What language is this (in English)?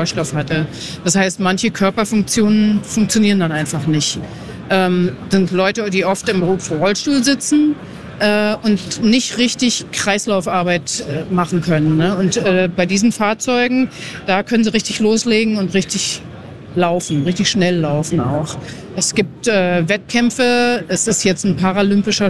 German